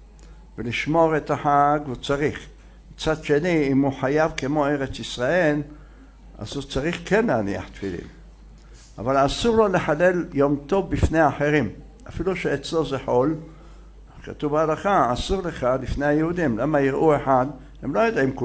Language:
Hebrew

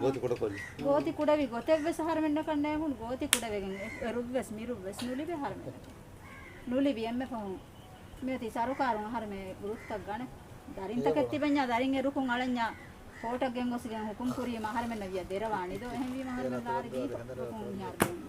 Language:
Divehi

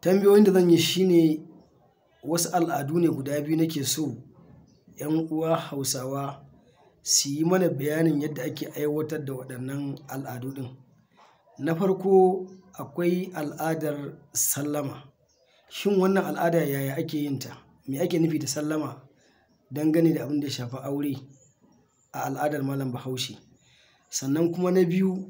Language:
Hausa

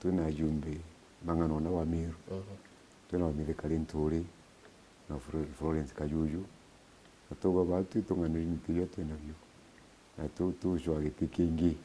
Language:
Meru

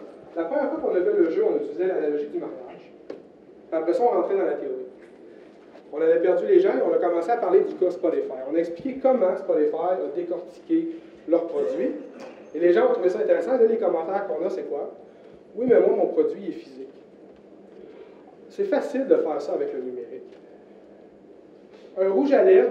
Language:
French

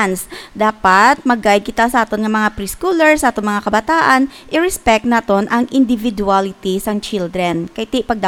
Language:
Hiligaynon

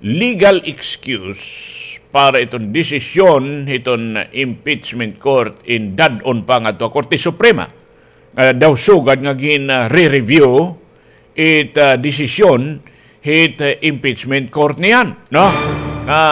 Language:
Waray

